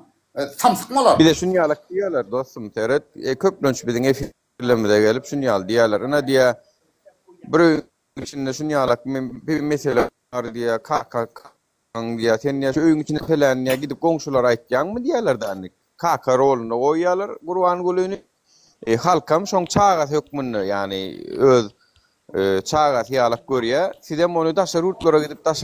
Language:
Turkmen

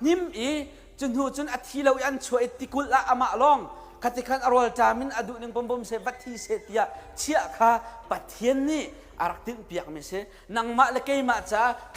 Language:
Hakha Chin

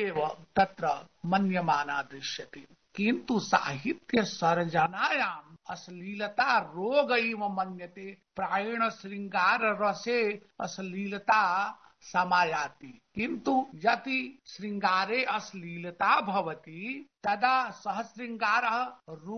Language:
Sanskrit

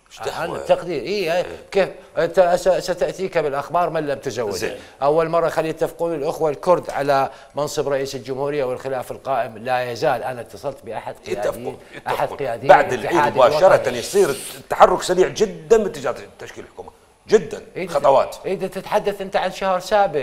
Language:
Mesopotamian Arabic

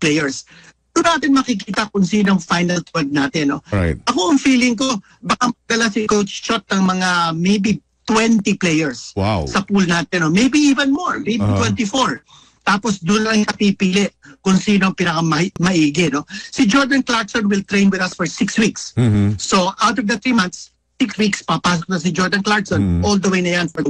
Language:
Filipino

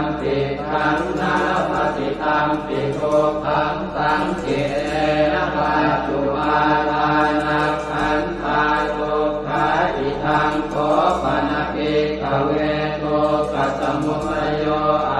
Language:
Pali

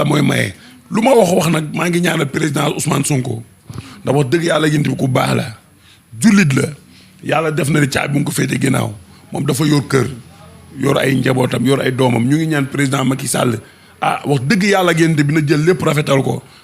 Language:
Wolof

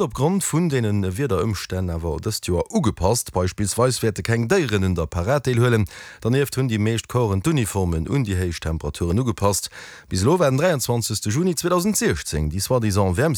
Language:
Luxembourgish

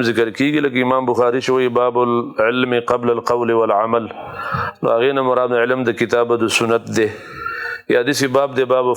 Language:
Pashto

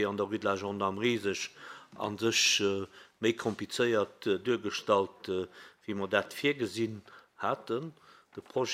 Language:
Luxembourgish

